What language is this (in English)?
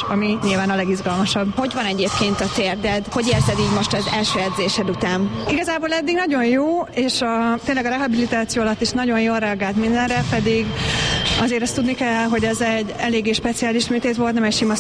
Hungarian